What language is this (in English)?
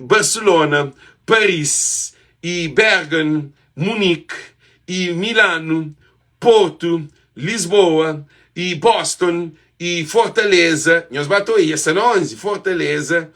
Kabuverdianu